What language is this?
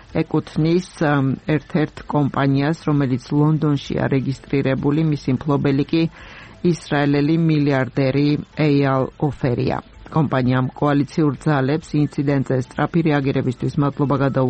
Georgian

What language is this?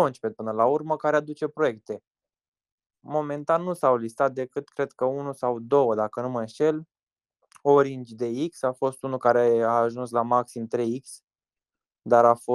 Romanian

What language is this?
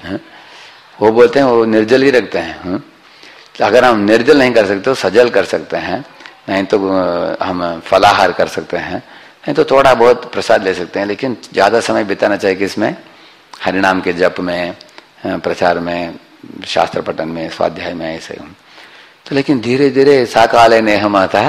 Hindi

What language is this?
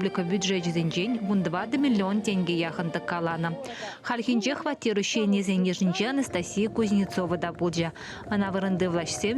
Chuvash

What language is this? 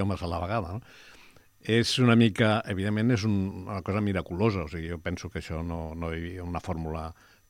Catalan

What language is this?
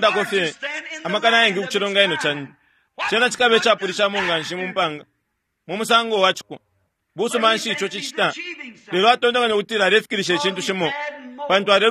Bemba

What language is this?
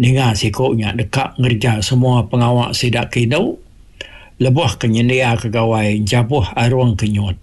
Iban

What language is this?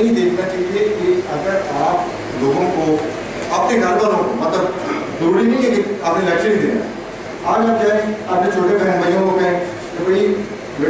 Urdu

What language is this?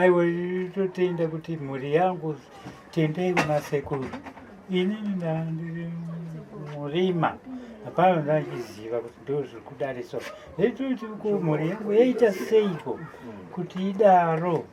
Shona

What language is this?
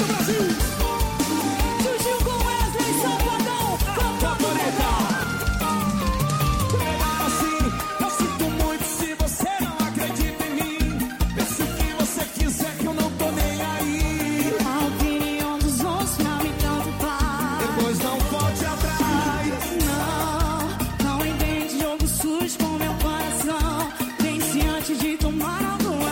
Portuguese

